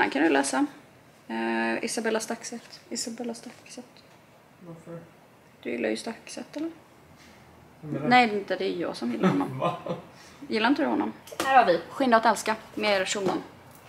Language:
Swedish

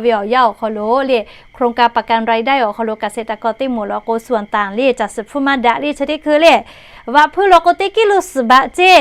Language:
Lahu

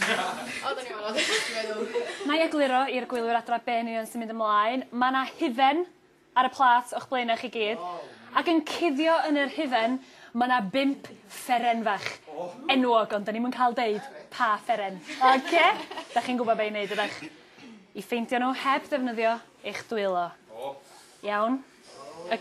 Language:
Welsh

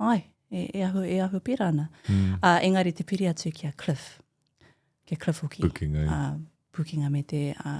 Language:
Māori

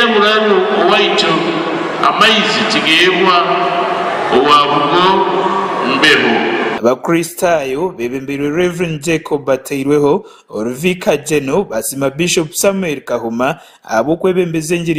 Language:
Nyankole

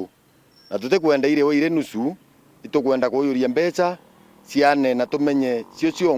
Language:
Meru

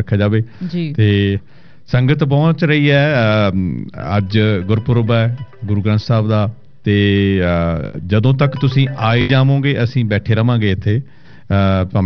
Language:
Punjabi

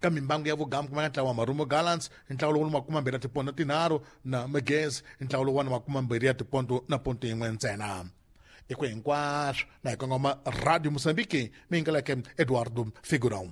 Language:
Tsonga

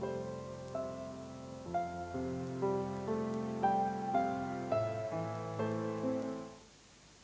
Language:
Norwegian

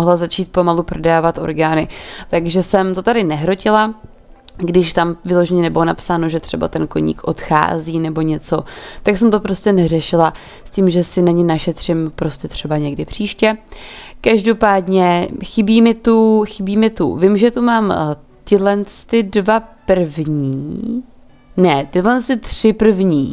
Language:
Czech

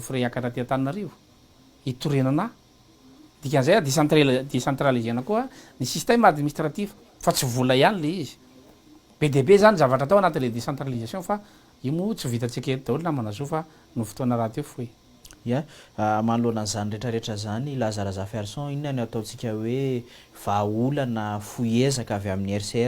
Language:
Malagasy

